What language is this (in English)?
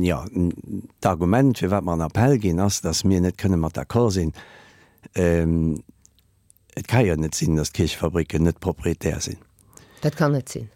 Luxembourgish